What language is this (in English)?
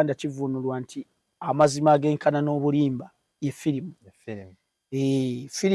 Ganda